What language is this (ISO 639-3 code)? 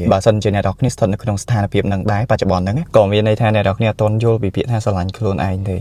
khm